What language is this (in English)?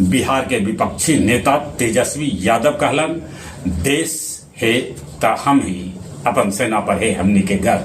Magahi